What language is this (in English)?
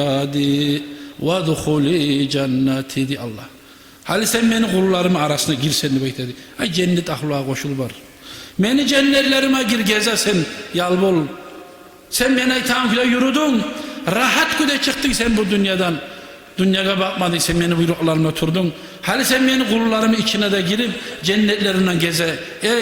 Kumyk